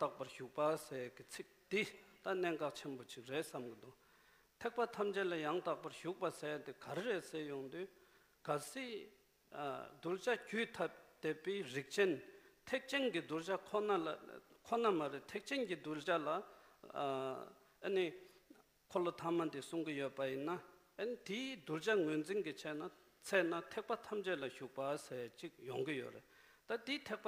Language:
Tibetan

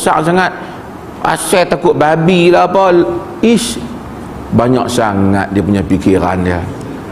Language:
Malay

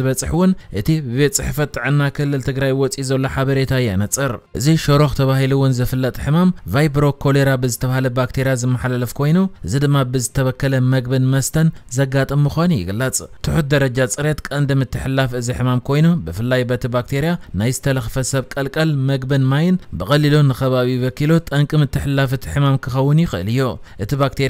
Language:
Tigrinya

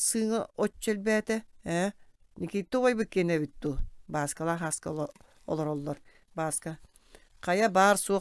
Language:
Yakut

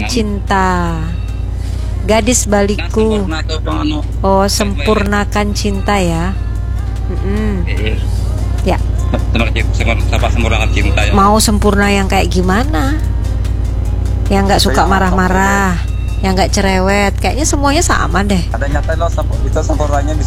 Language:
Indonesian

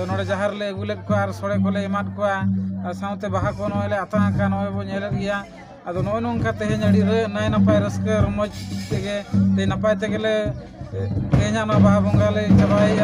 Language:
Santali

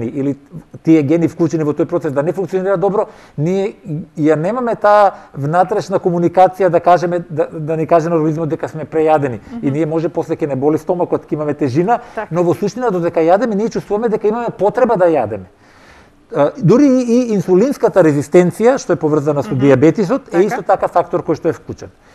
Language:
Macedonian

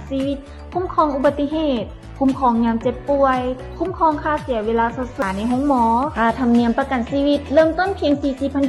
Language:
Lao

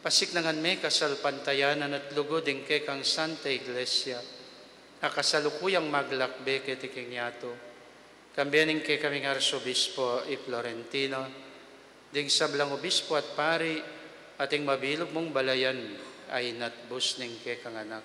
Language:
Pampanga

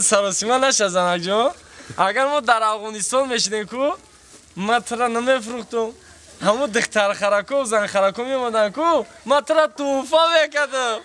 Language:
Tajik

